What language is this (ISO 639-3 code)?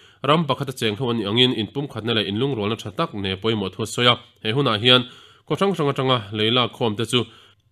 lus